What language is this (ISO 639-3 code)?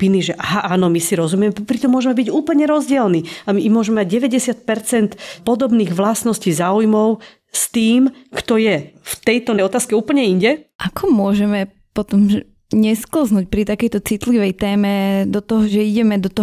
slk